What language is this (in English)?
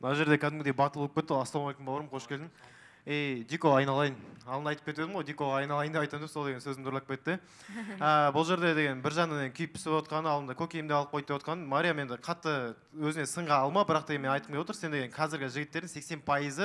Kazakh